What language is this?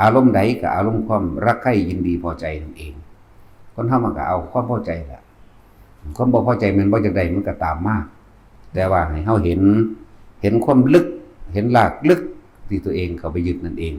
Northeastern Thai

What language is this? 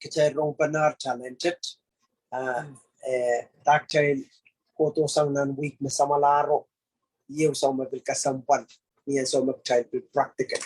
Pohnpeian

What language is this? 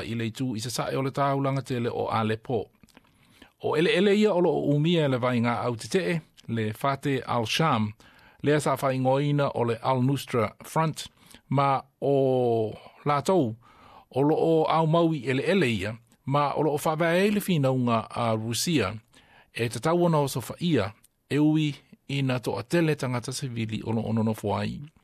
Samoan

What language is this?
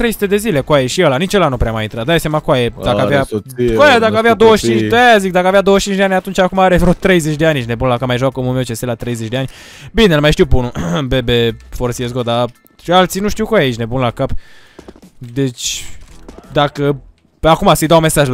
Romanian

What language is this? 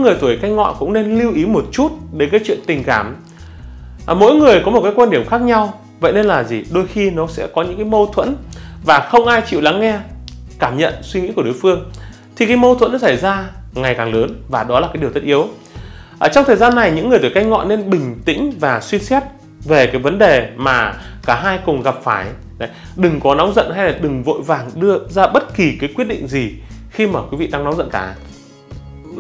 Vietnamese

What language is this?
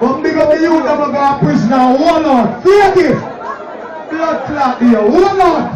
Jamaican Creole English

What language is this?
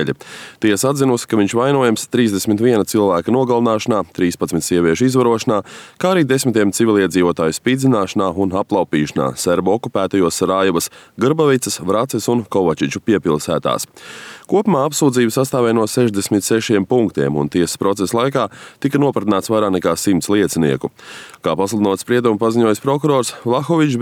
Latvian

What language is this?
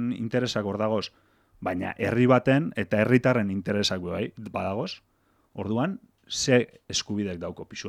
Basque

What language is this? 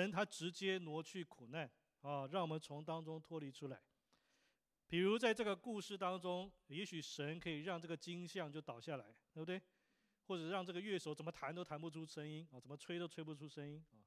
Chinese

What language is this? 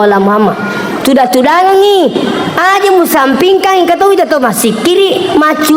Buginese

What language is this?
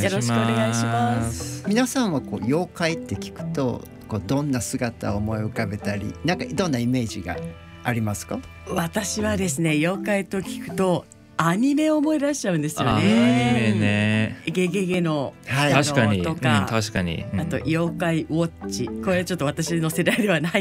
Japanese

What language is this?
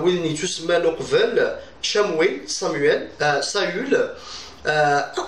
Kabyle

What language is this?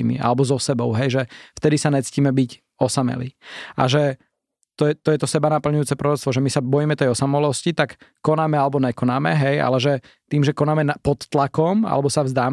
Slovak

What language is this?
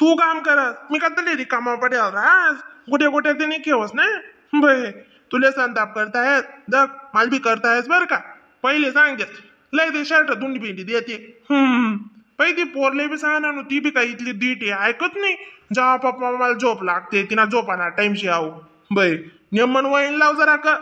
Khandesi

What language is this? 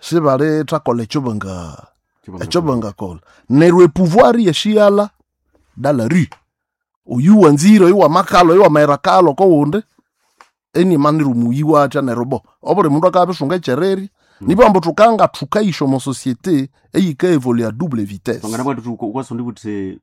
Nande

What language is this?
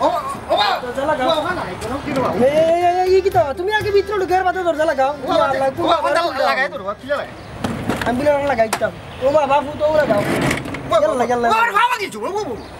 Sylheti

